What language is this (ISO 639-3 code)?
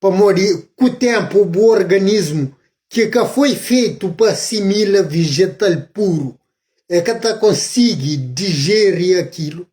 kea